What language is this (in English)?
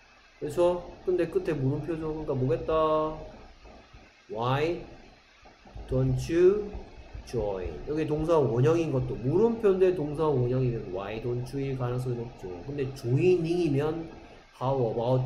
Korean